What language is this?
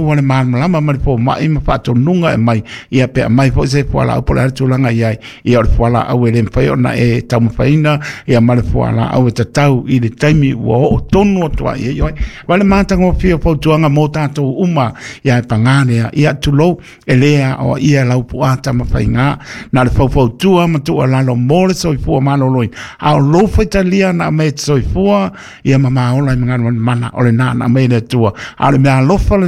Samoan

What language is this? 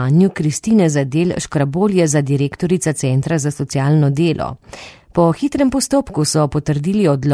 Slovenian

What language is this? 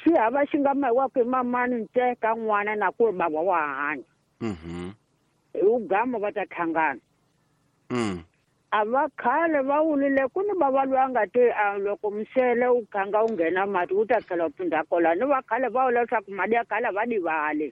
Tsonga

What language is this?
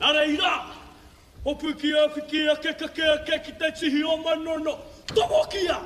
Māori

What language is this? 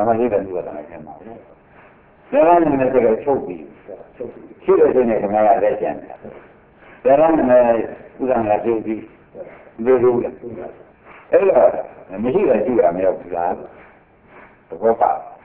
Burmese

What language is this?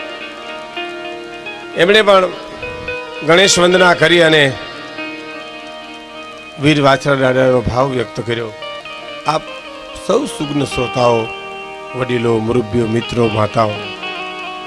Gujarati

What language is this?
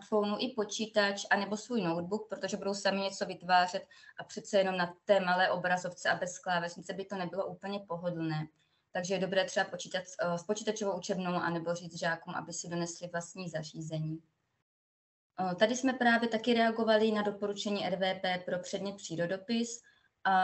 Czech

